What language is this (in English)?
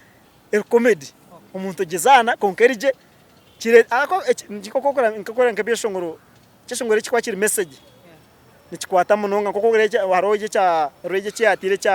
Nyankole